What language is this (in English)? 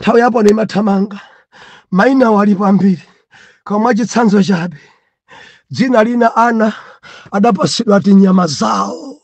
Nyanja